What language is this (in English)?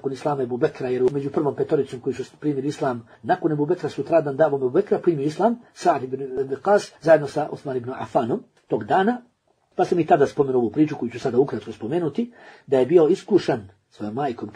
Bosnian